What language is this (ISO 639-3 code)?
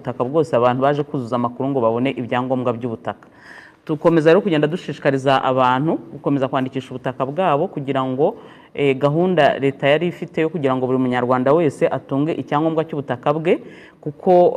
kin